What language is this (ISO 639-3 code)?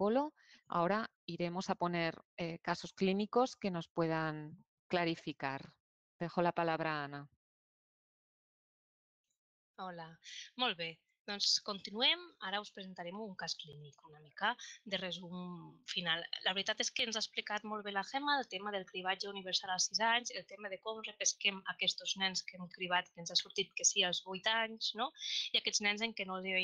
cat